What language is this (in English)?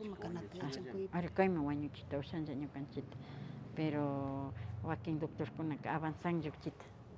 Imbabura Highland Quichua